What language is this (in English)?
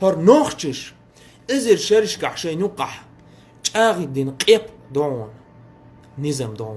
Chechen